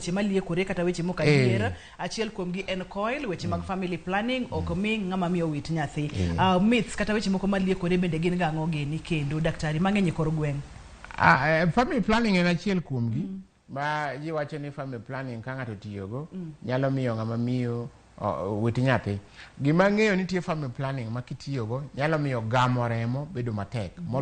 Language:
Luo (Kenya and Tanzania)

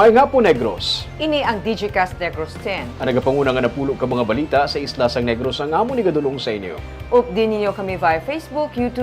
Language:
Hiligaynon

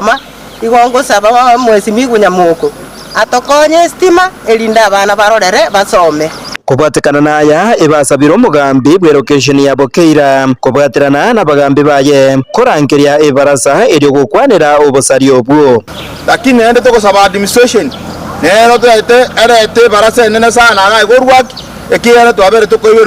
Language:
Gusii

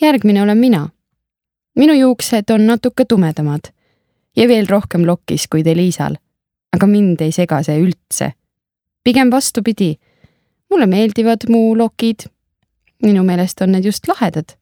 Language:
Estonian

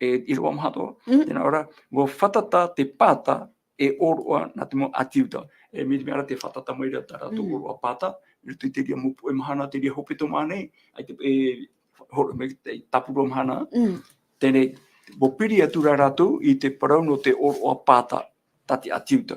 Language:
Tahitian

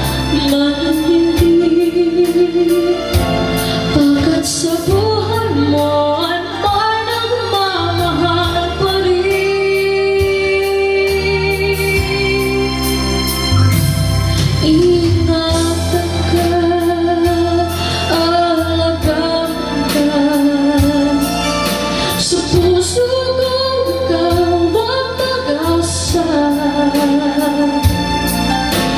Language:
Filipino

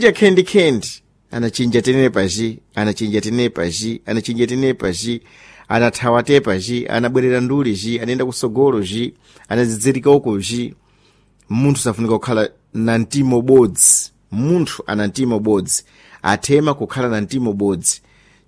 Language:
Sena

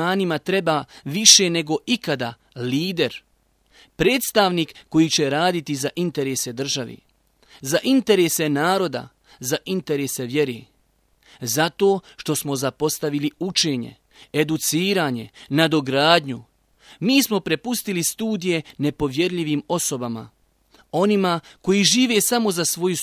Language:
Bosnian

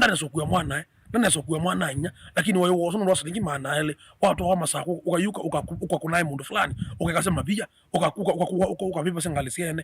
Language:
Kamba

